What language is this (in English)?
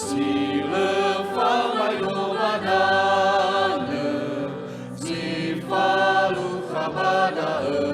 Nias